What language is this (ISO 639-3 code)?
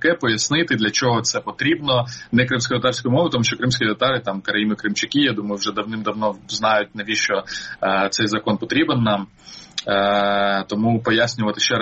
ukr